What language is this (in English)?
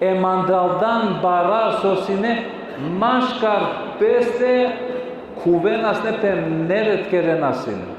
Balkan Romani